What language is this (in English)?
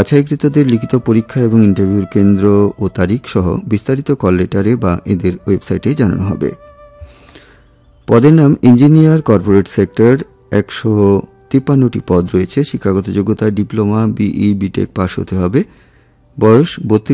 Bangla